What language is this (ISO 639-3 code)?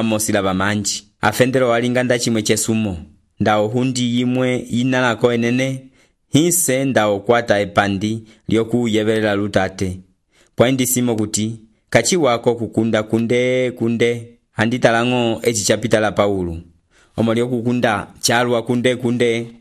umb